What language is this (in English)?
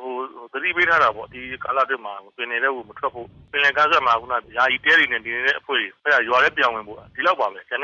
Burmese